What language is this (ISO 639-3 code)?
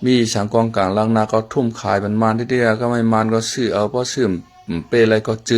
shn